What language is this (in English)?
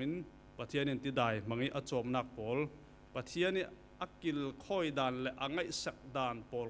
Falam Chin